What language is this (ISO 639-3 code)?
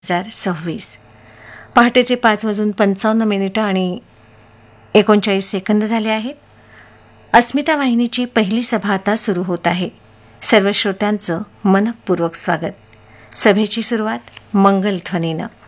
mar